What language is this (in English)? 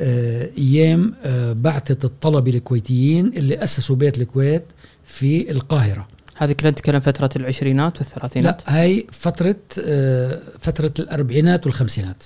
Gulf Arabic